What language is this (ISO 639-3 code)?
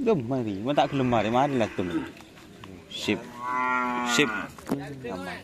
mad